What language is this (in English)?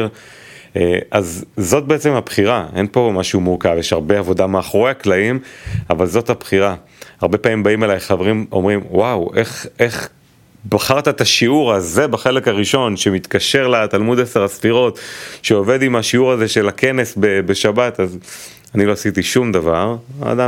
Hebrew